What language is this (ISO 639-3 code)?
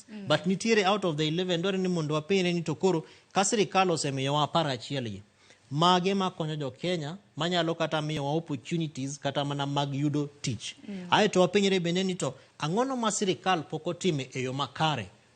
luo